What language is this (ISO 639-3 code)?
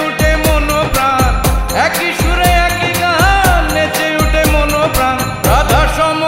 ben